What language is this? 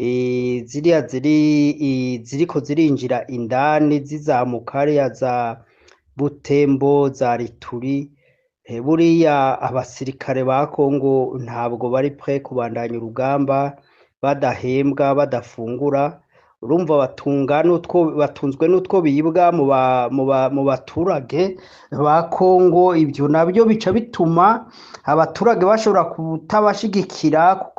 Rundi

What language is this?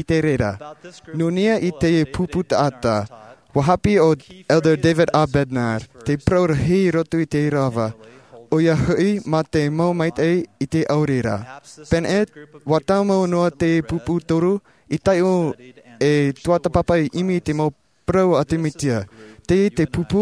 Tahitian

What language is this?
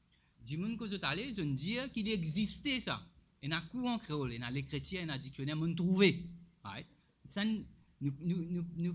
Morisyen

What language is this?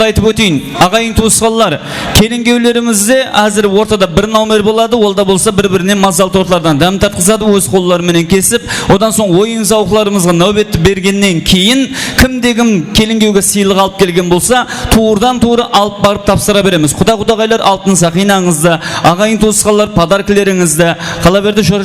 Kara-Kalpak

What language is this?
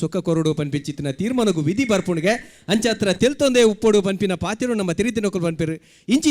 Tulu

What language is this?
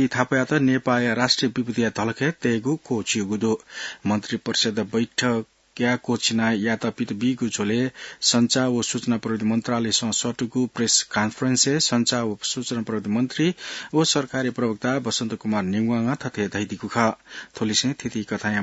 Newari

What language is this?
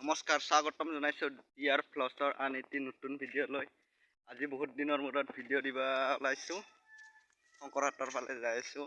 Assamese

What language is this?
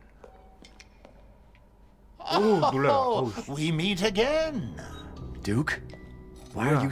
Korean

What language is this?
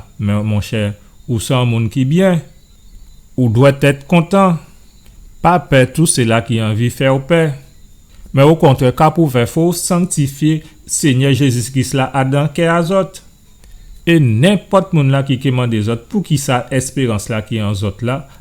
Guadeloupean Creole French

